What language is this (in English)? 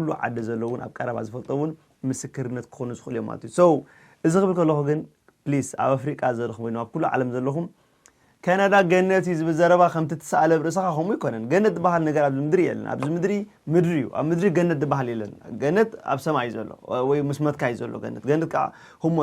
Tigrinya